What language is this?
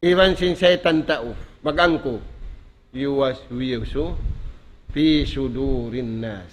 Tausug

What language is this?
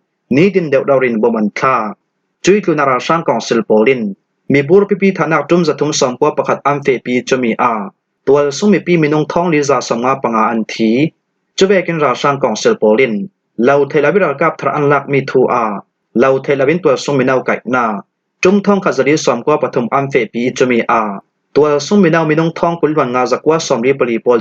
Falam Chin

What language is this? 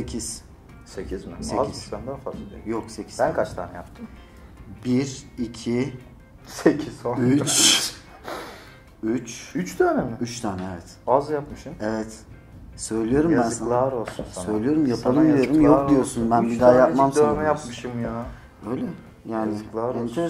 Turkish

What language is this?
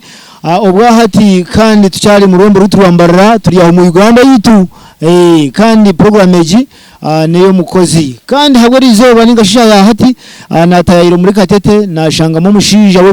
Nyankole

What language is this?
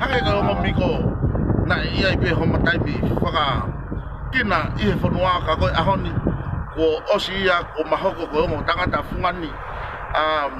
Tongan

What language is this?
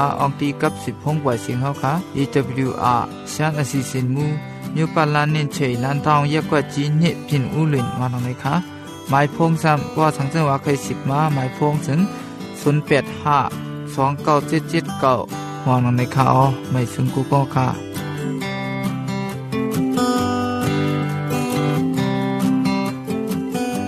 Thai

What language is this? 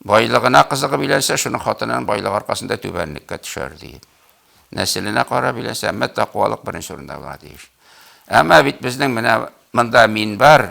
Tatar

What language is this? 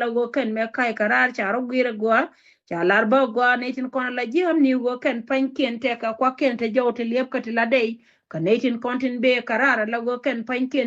Nuer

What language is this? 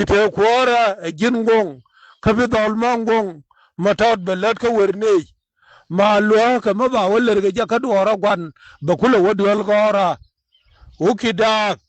Nuer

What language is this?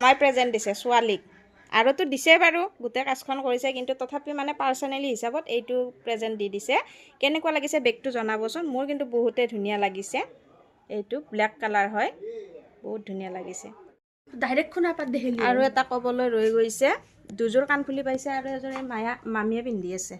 Assamese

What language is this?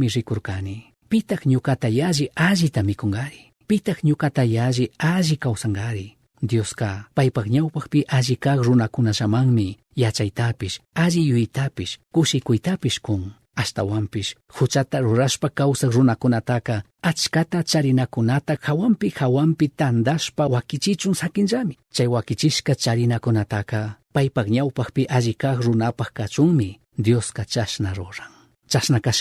Chimborazo Highland Quichua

